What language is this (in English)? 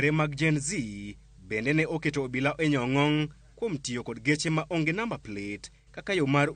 Luo (Kenya and Tanzania)